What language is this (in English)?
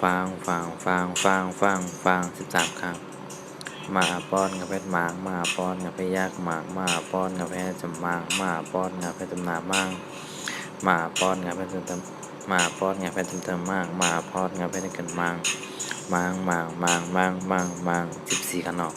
Shan